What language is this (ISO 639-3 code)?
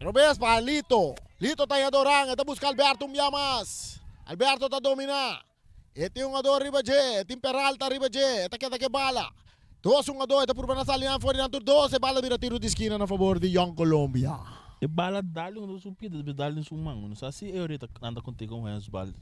pap